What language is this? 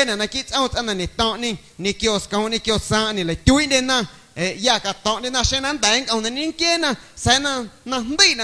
Guerrero Amuzgo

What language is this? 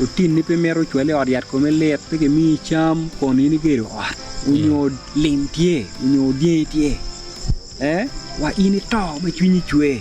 Acoli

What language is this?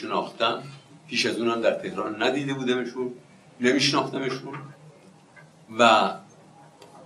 Persian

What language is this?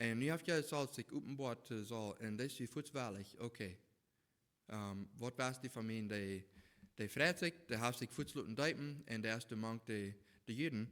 Plautdietsch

